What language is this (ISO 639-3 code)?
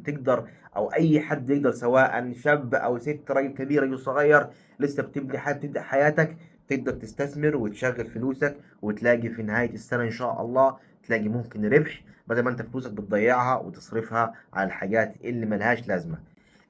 arz